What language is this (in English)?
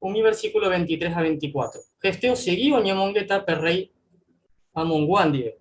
Guarani